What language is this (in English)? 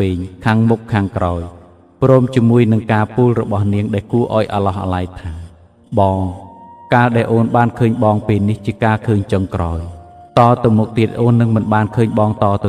Khmer